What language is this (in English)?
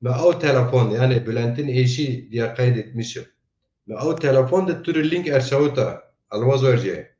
Zaza